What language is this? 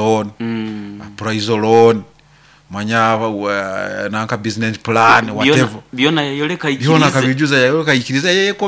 Nyoro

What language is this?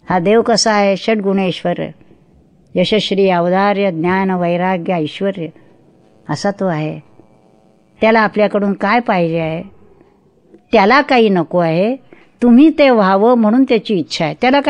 Marathi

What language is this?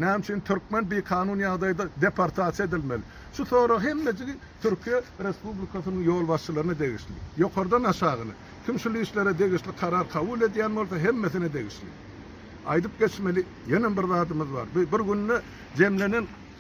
Turkmen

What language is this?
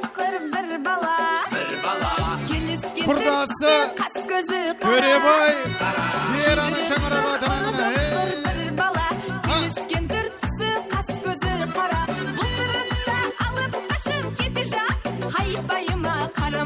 Kara-Kalpak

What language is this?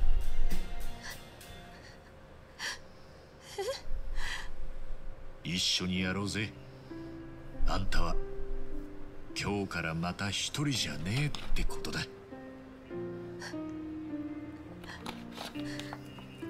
Japanese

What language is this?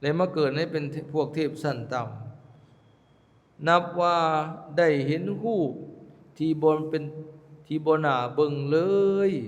Lao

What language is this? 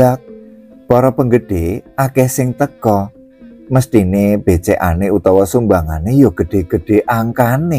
Javanese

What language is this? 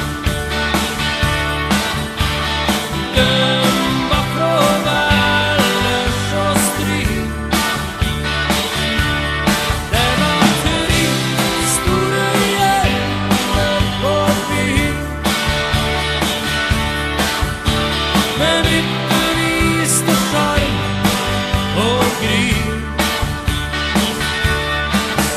Norwegian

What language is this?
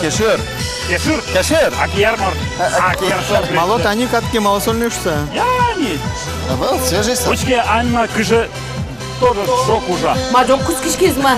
Udmurt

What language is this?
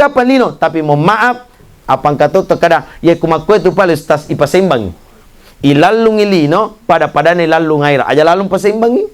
Buginese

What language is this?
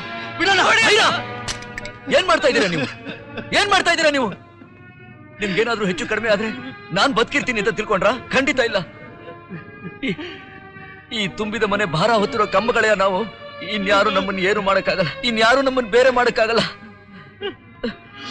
Kannada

